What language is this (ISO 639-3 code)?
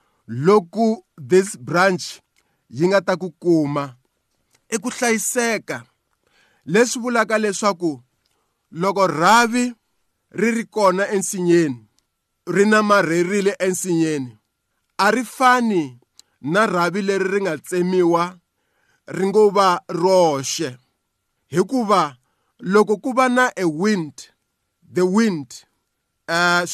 tso